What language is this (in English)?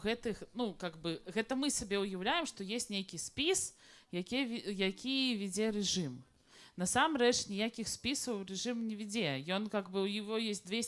Belarusian